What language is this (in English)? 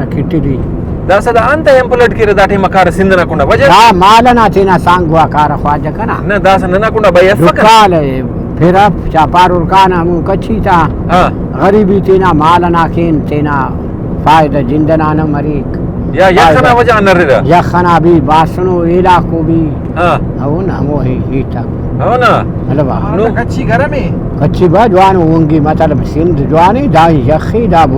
Brahui